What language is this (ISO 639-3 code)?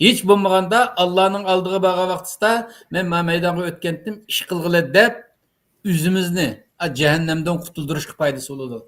uig